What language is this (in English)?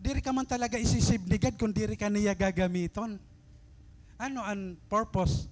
Waray